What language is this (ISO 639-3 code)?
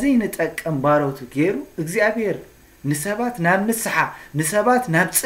tir